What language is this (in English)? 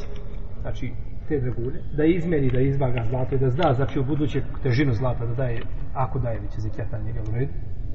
Bosnian